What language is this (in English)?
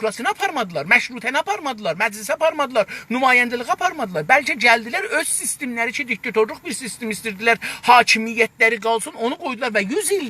South Azerbaijani